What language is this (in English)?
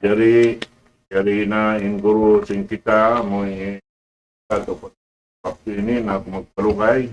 Tausug